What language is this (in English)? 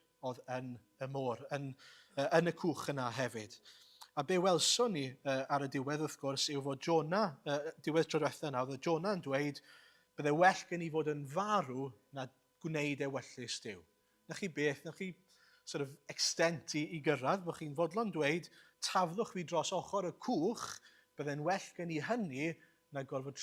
Welsh